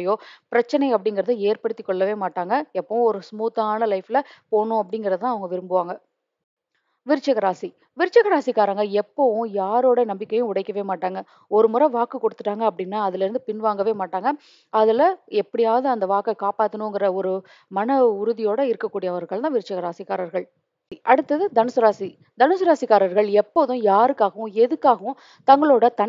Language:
Tamil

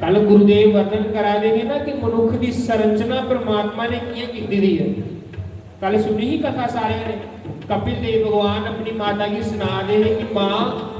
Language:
Dogri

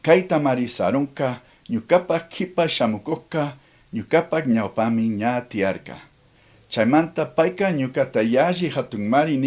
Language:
Chimborazo Highland Quichua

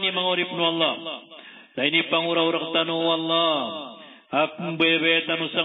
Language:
Maranao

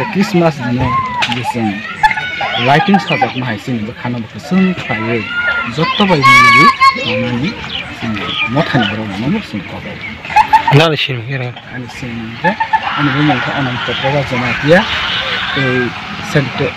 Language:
Kok Borok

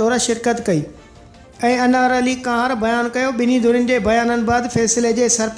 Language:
Sindhi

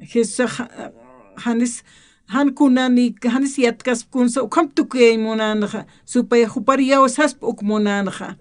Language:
Aymara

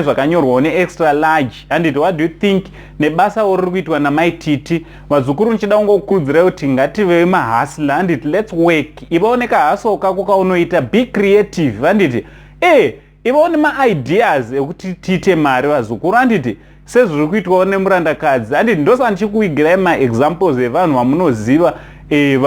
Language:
Shona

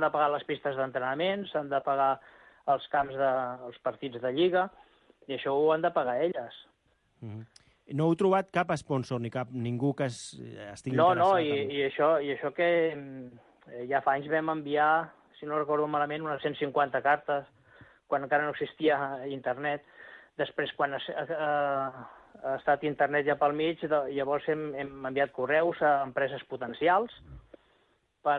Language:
Catalan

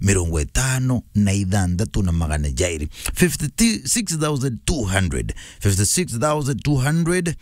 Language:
Meru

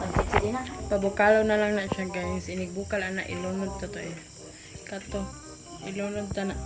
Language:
Cebuano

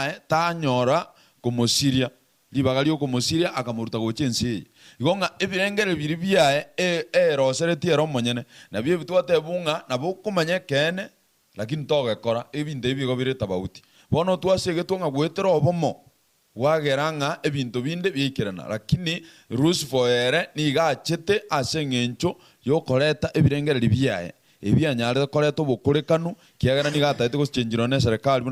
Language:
Gusii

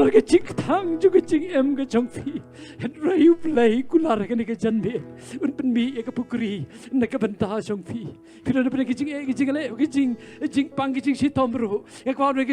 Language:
Khasi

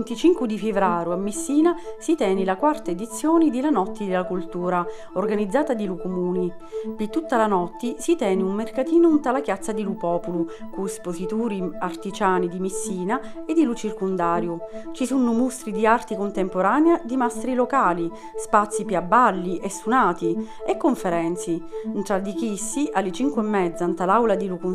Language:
Sicilian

